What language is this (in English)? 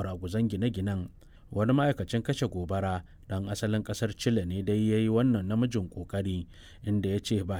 Hausa